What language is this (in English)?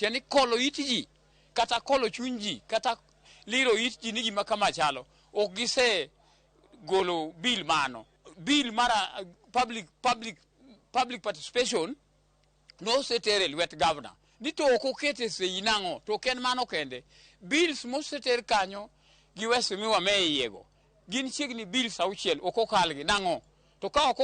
Luo (Kenya and Tanzania)